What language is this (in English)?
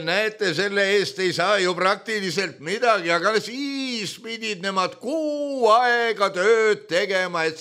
Estonian